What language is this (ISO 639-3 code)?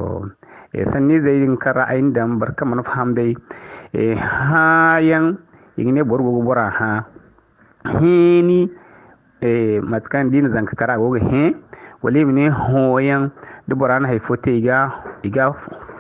dje